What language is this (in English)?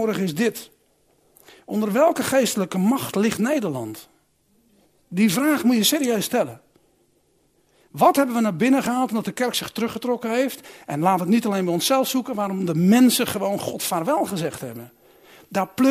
Dutch